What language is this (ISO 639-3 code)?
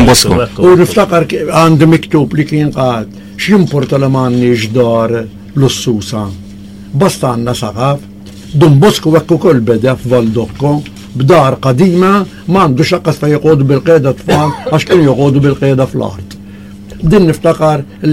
mlt